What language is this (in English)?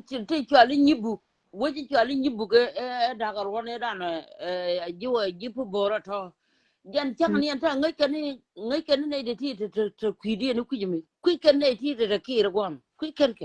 Nuer